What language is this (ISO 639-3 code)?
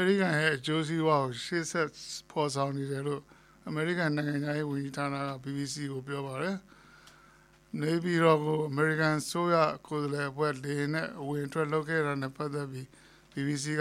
mya